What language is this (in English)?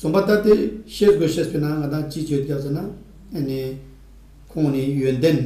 Ladakhi